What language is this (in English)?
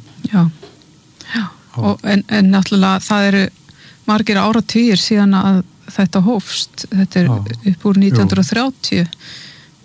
Icelandic